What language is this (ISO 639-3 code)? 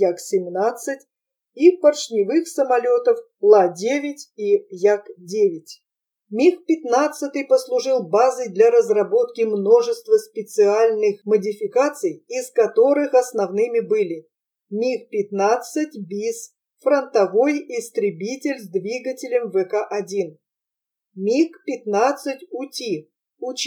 rus